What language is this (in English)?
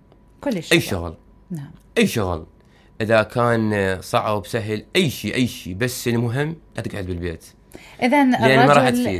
Mesopotamian Arabic